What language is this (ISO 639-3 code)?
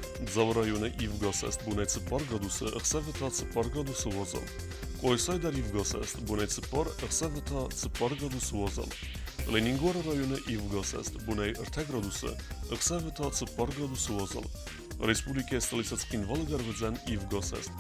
oss